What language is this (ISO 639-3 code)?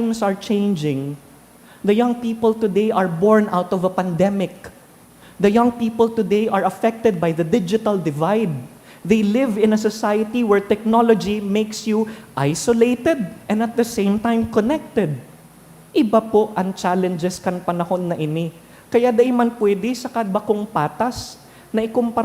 bik